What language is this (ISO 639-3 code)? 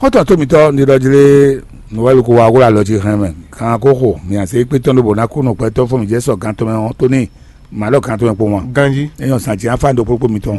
fon